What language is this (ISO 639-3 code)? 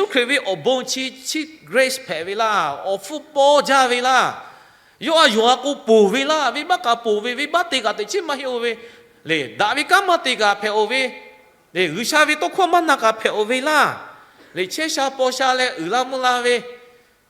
lhu